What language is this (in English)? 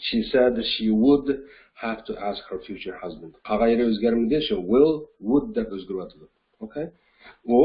Uyghur